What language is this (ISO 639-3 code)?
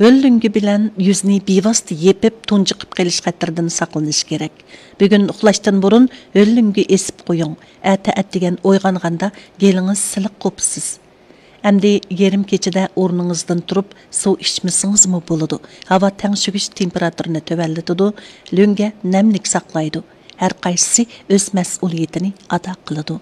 uig